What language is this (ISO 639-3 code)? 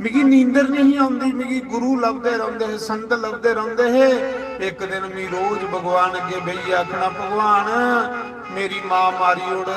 doi